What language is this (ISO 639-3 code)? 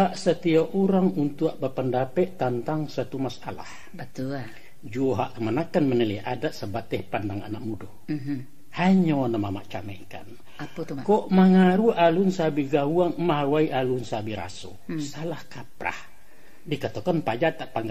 min